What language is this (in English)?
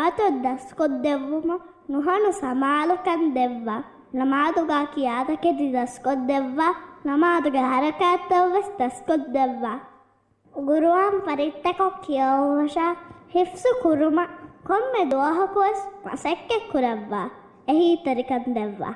Divehi